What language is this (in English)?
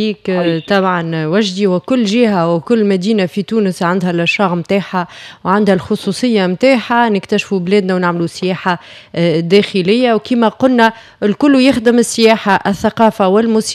Tunisian Arabic